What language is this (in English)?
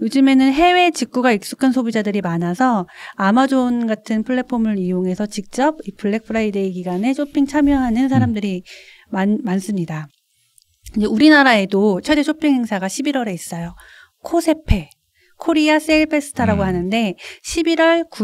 Korean